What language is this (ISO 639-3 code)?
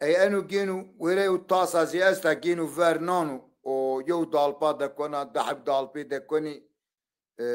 zza